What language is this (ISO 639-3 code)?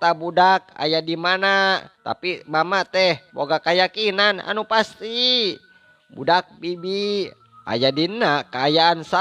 sun